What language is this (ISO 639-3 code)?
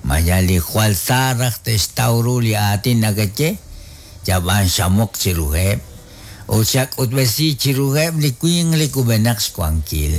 kek